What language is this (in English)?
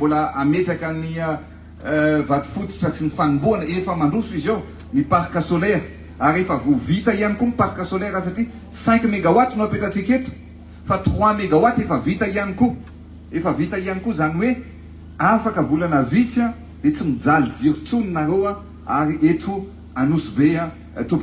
Malagasy